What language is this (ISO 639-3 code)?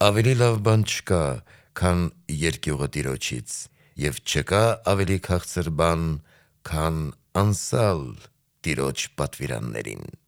hye